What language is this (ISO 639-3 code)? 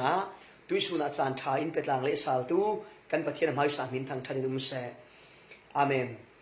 cfm